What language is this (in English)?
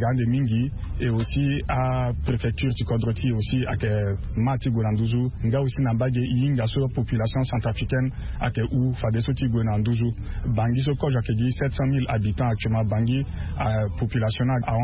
Sango